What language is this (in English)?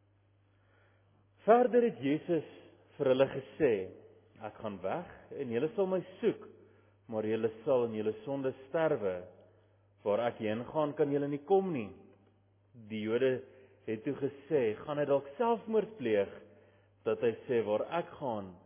Afrikaans